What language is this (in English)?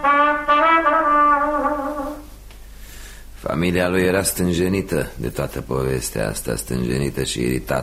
Romanian